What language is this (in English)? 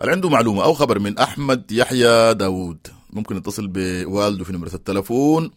Sudanese Arabic